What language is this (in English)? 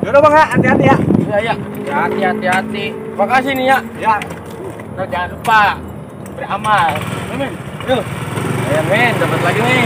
Betawi